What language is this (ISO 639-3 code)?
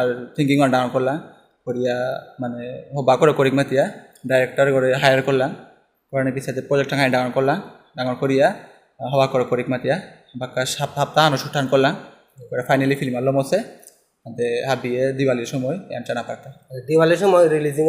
bpy